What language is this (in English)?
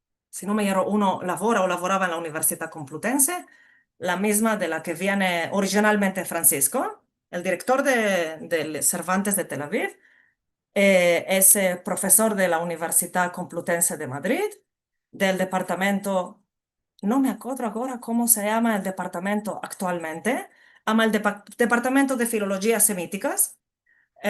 Ladino